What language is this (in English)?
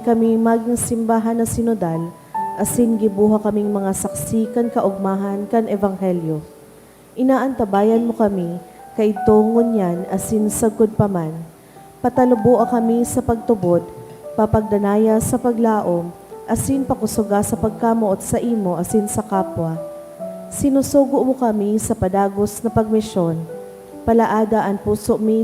Bikol